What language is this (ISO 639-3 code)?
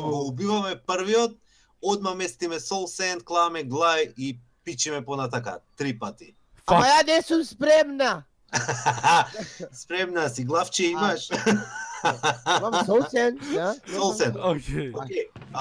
mkd